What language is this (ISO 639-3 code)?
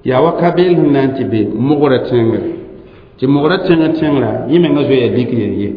mos